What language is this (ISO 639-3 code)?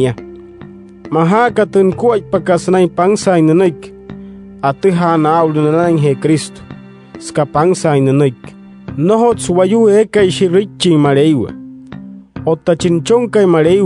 guc